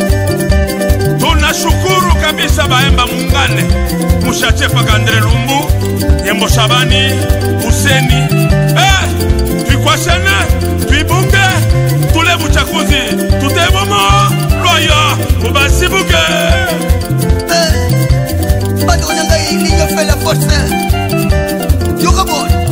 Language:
Swahili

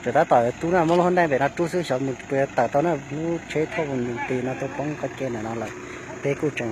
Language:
Hmong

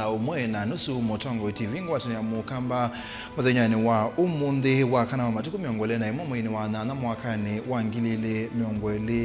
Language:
Kamba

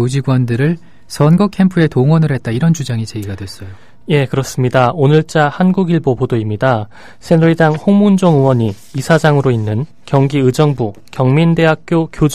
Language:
Korean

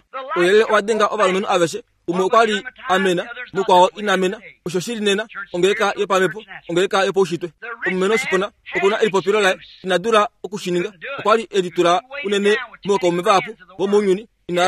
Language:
Kuanyama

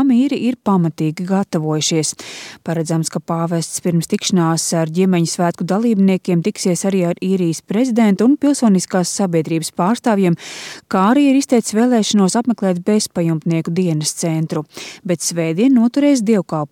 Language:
Latvian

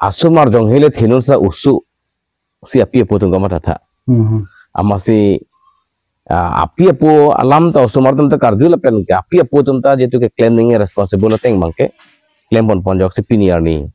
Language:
Karbi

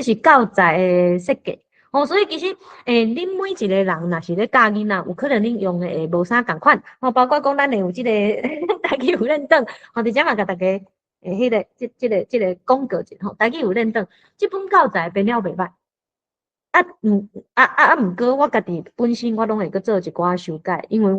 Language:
Min Nan Chinese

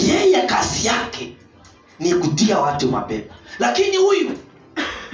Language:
Swahili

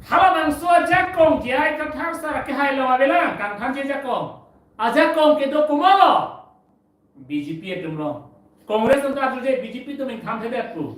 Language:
Karbi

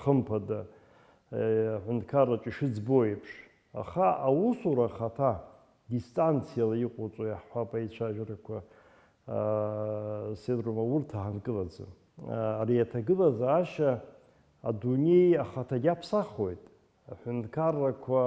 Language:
Abkhazian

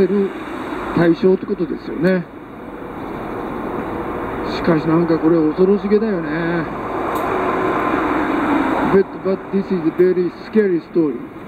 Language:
Japanese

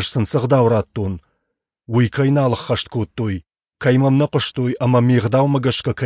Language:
Ossetic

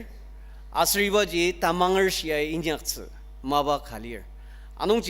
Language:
Ao Naga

